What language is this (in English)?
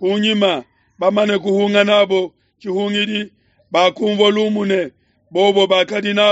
Luba-Lulua